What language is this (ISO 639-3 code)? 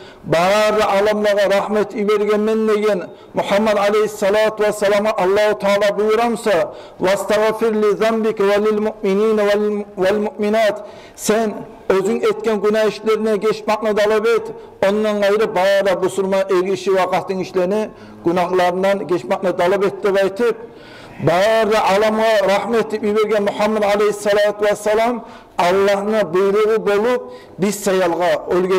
kum